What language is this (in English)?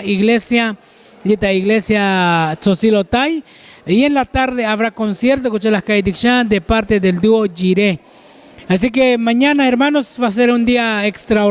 Tzotzil